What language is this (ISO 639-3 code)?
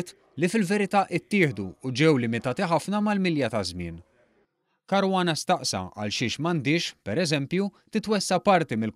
mlt